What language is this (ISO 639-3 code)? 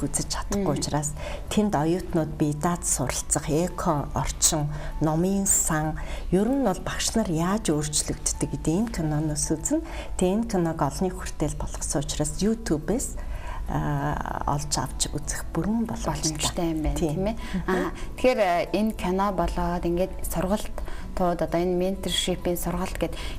mon